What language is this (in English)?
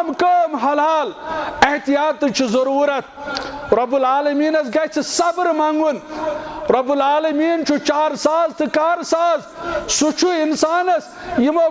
Kashmiri